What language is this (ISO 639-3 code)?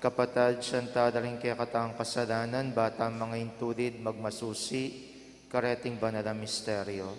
pam